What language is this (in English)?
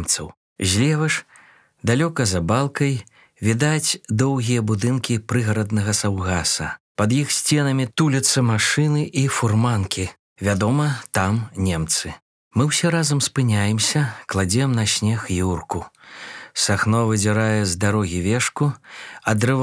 Belarusian